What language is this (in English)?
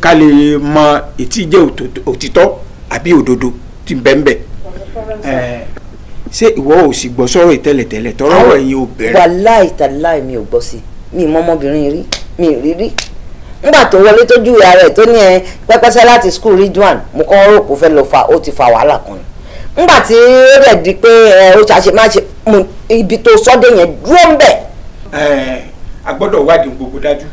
Yoruba